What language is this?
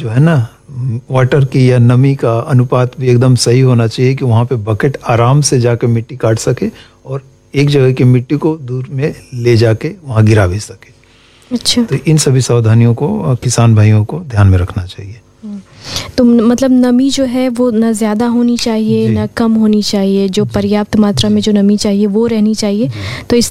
Hindi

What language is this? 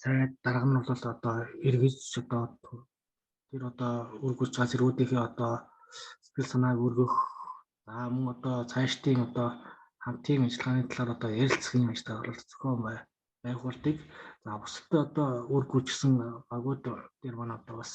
Mongolian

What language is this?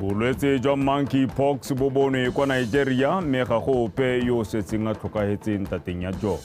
Tswana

